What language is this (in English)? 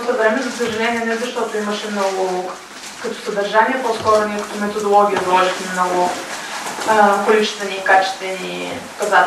Bulgarian